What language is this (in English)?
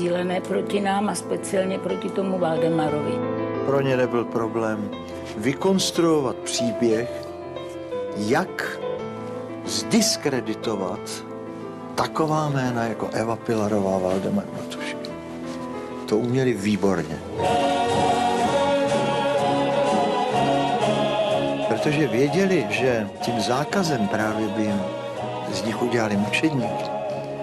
Czech